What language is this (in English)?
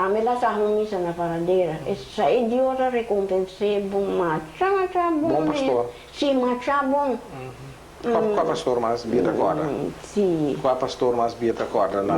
Papiamento